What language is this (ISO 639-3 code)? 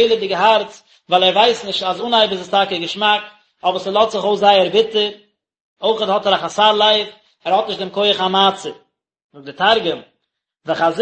yid